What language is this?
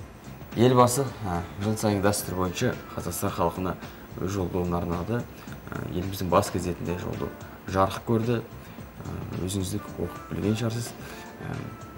Kazakh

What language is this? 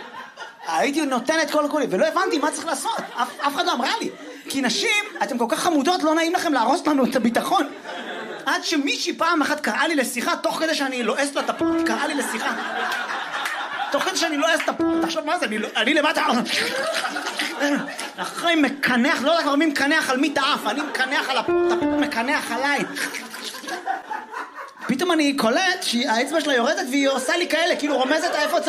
Hebrew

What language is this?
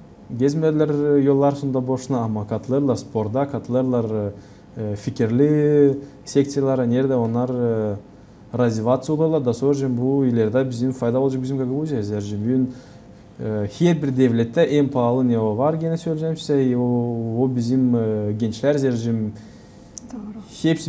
Gagauz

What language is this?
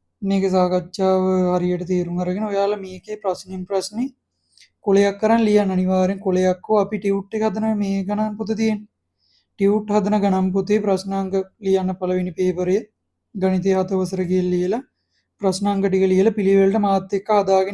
Sinhala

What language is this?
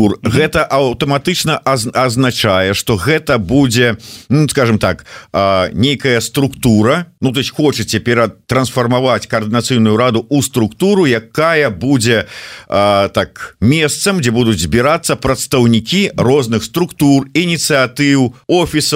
Belarusian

